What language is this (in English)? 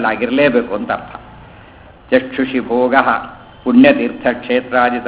Kannada